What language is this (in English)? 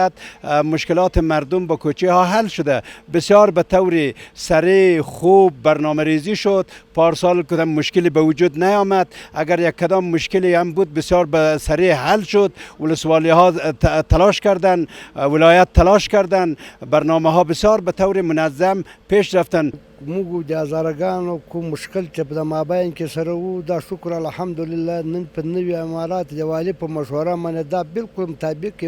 Pashto